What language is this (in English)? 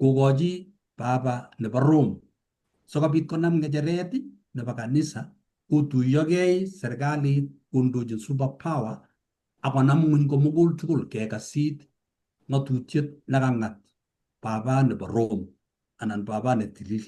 Kalenjin